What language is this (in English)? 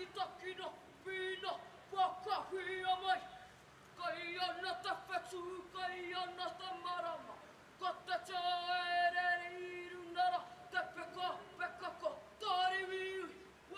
Māori